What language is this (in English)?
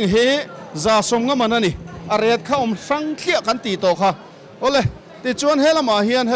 Mizo